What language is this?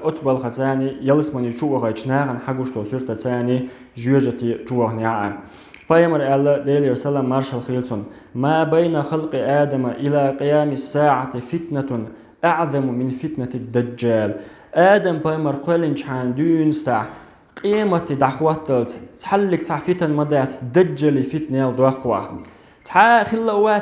Chechen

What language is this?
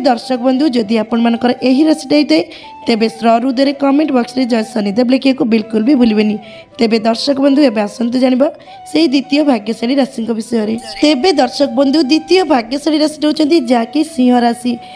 Odia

